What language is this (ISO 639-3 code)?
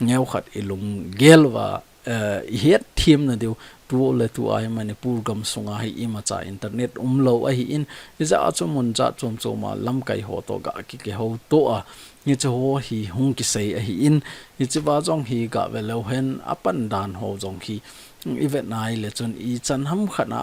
tcz